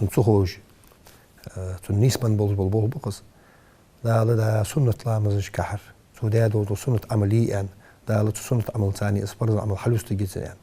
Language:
Ingush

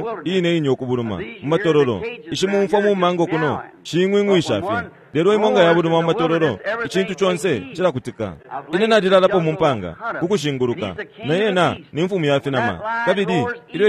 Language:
Bemba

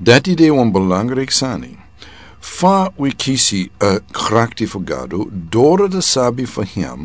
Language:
Sranan Tongo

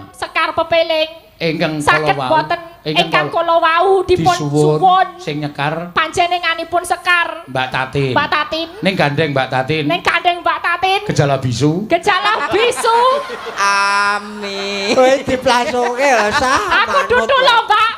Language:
Javanese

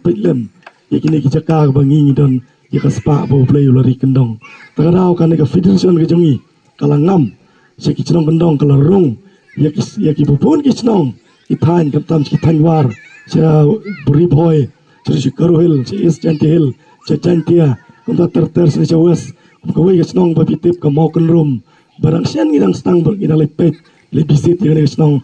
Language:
Khasi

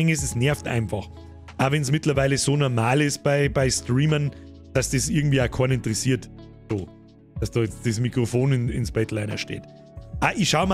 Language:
Bavarian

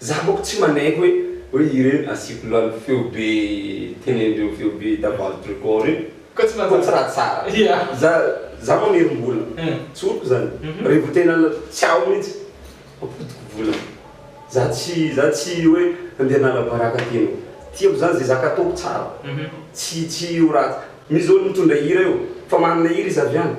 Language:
Malagasy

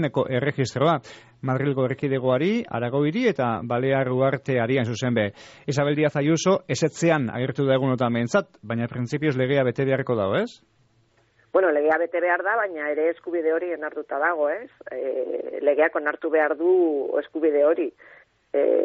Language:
Basque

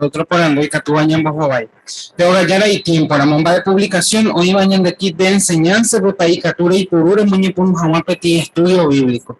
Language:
Guarani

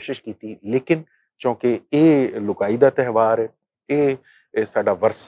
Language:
Western Panjabi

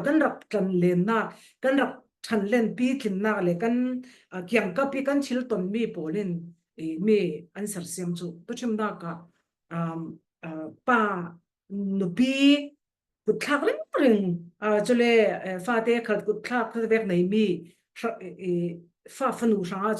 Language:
Falam Chin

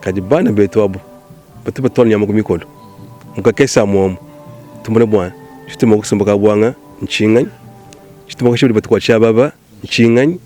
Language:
Luba-Lulua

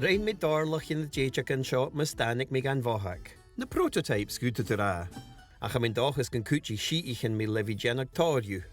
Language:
Scottish Gaelic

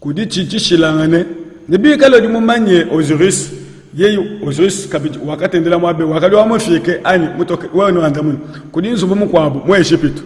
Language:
Luba-Lulua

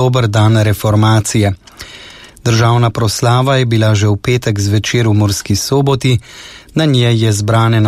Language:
Slovenian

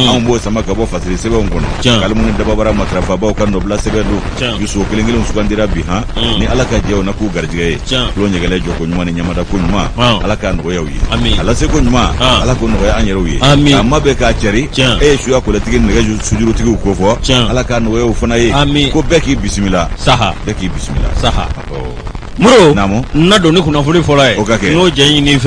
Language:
Bambara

